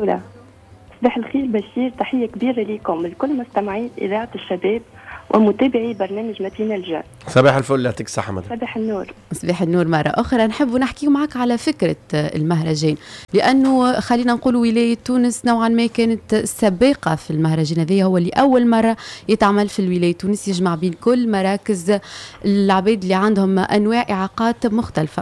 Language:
Tunisian Arabic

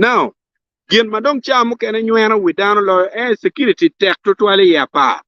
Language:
Acoli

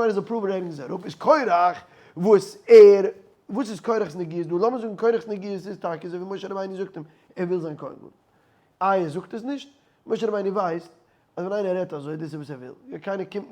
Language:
Yiddish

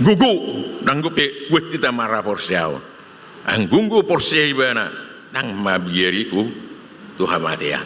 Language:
Batak Toba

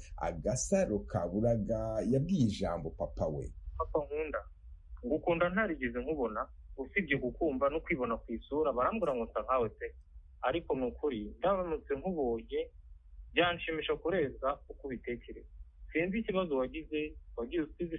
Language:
Kinyarwanda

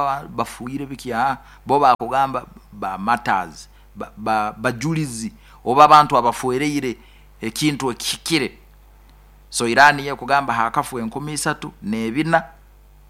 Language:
Nyoro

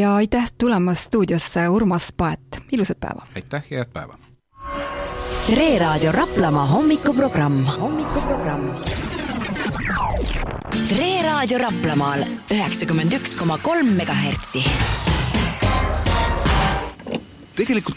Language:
Estonian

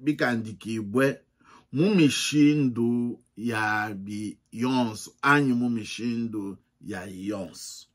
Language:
Luba-Lulua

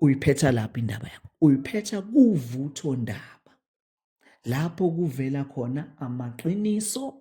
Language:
Zulu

